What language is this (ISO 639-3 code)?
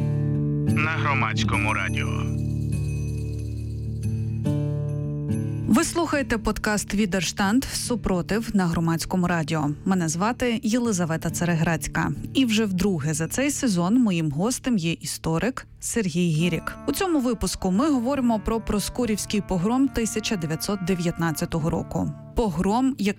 ukr